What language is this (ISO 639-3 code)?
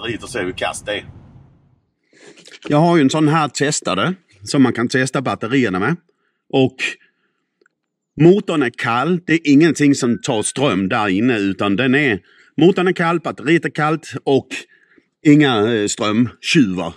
swe